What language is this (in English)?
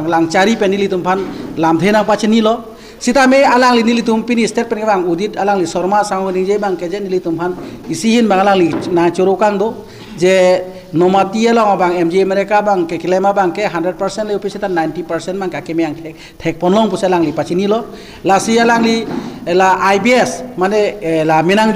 Karbi